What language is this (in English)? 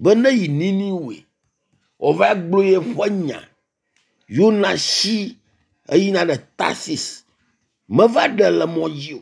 Ewe